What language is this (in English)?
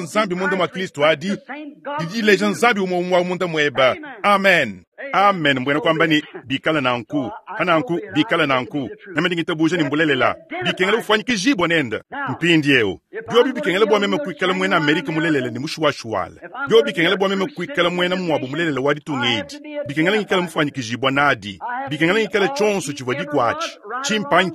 Luba-Lulua